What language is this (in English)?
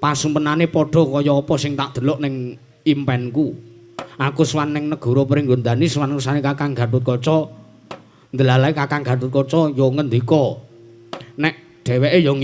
Javanese